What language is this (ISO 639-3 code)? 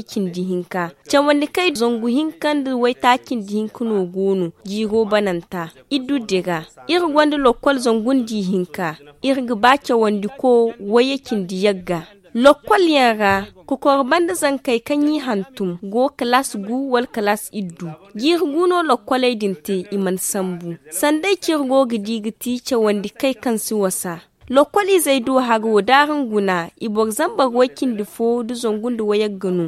dje